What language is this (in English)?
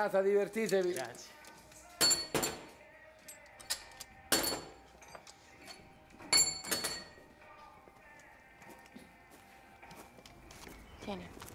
Italian